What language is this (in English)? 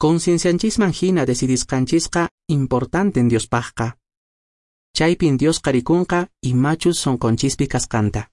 Quechua